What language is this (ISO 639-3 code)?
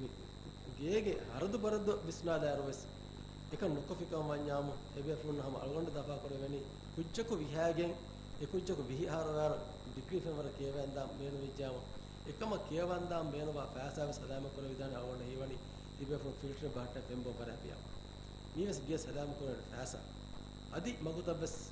div